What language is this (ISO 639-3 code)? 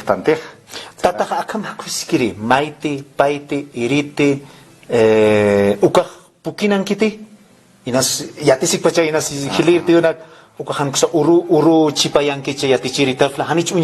aym